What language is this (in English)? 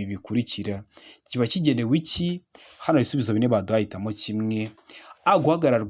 Kinyarwanda